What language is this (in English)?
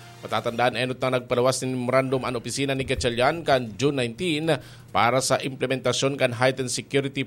Bikol